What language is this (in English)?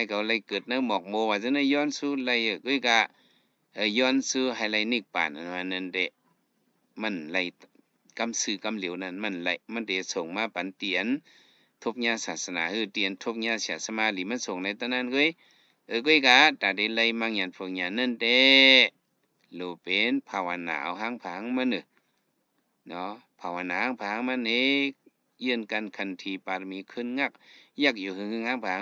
Shan